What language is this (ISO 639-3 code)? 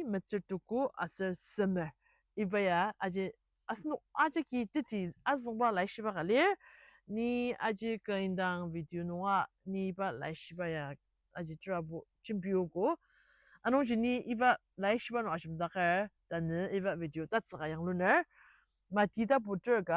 njo